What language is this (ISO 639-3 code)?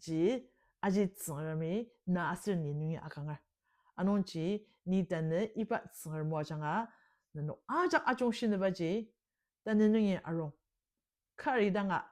njo